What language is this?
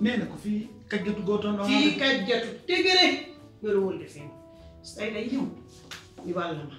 Pular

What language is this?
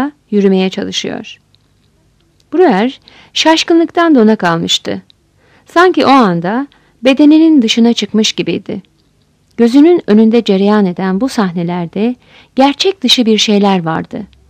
Turkish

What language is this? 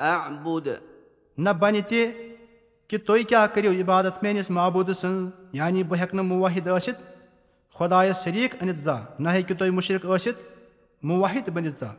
Kashmiri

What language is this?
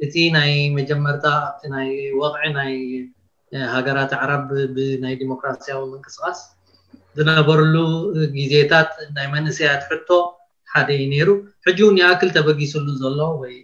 Tigrinya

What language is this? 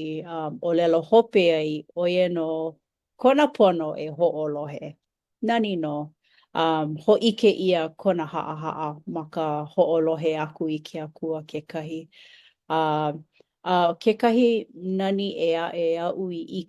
Hawaiian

